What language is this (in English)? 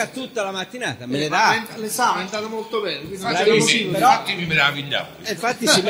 Italian